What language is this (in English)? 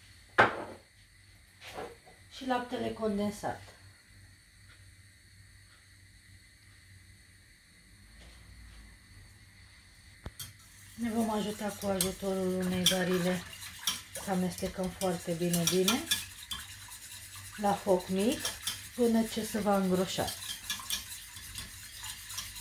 Romanian